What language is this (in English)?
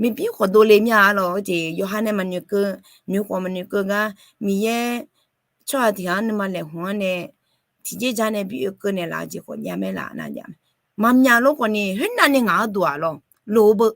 Akha